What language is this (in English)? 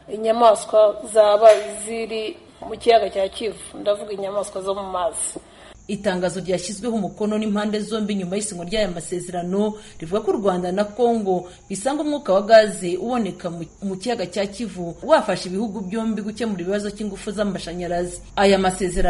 Kinyarwanda